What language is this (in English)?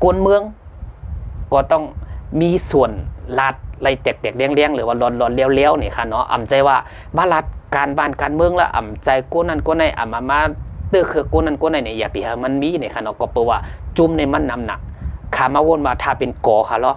Shan